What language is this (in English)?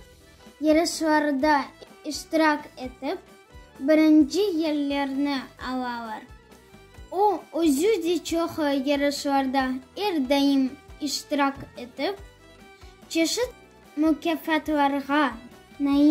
Crimean Tatar